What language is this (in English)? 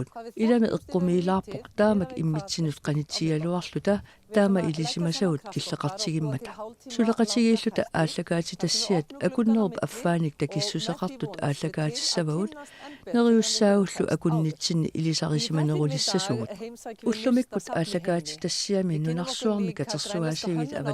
Kalaallisut